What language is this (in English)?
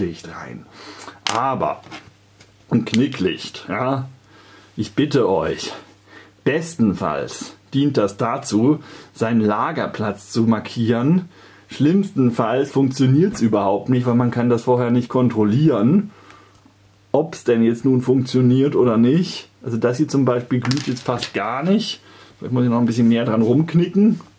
German